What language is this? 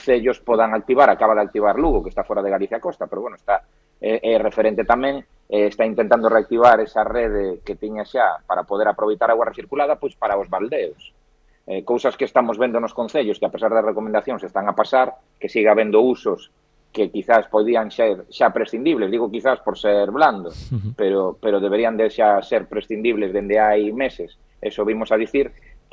Galician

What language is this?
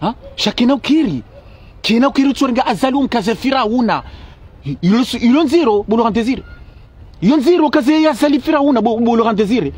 Ngazidja Comorian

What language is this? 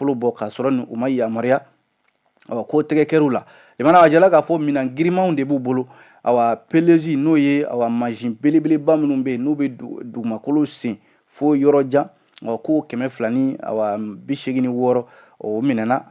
Bambara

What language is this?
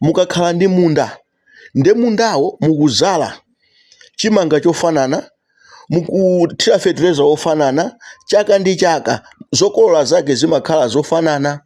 Nyanja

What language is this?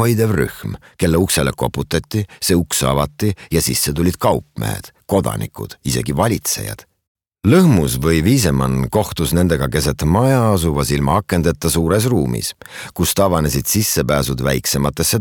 Estonian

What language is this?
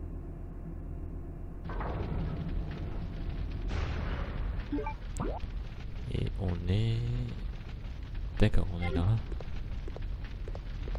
French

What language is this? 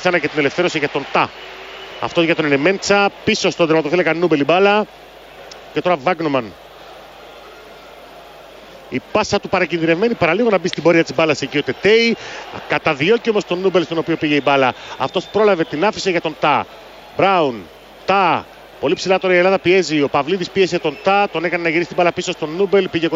Greek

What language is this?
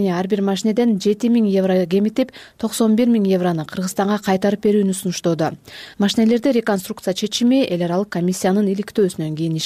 Kyrgyz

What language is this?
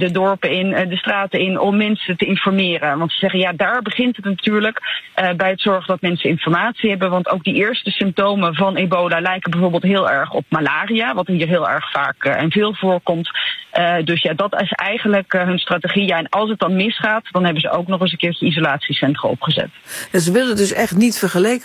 Dutch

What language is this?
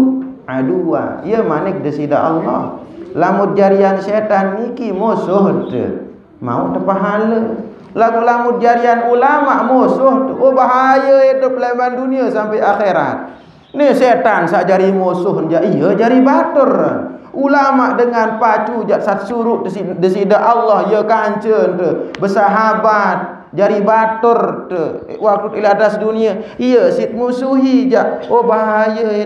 Sasak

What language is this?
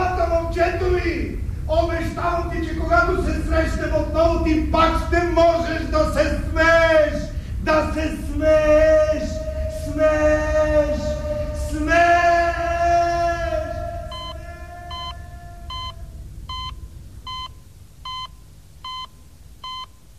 Bulgarian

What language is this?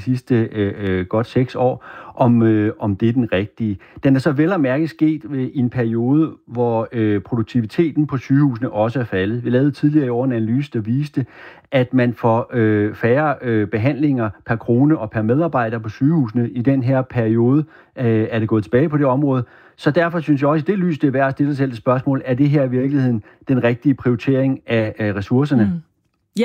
Danish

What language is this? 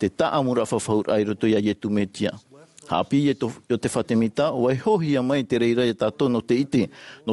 Tahitian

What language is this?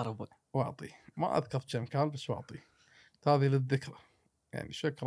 Gulf Arabic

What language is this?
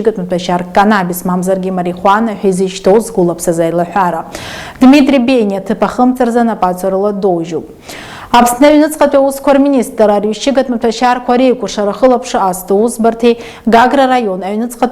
Abkhazian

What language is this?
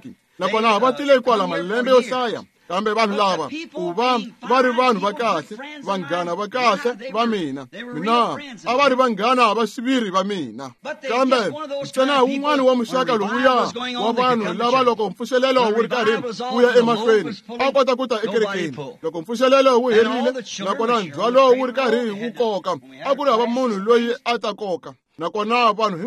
Tsonga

